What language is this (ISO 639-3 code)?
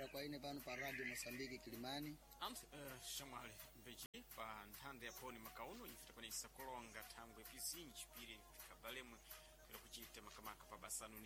seh